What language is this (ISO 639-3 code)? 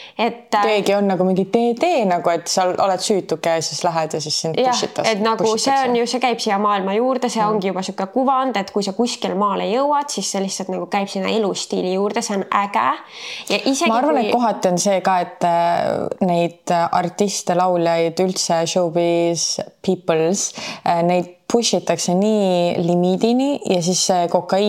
est